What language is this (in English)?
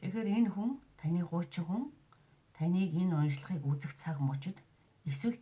Mongolian